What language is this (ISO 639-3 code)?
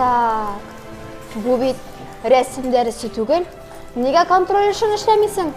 tat